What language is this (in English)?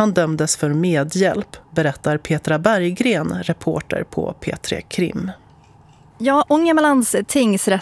Swedish